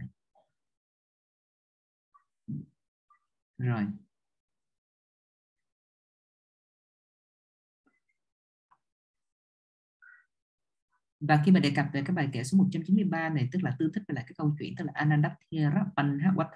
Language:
Vietnamese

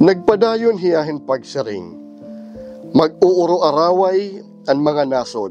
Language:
Waray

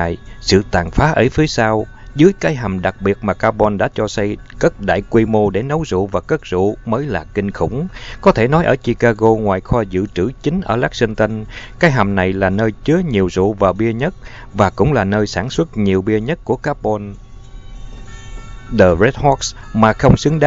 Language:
Vietnamese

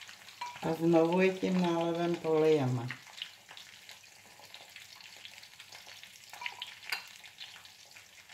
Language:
Czech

